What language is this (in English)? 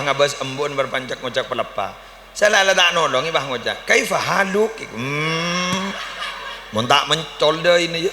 Madurese